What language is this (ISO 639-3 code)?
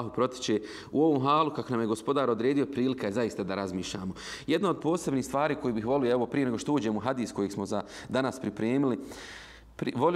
bos